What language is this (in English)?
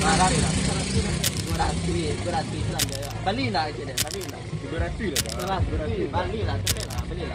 Minangkabau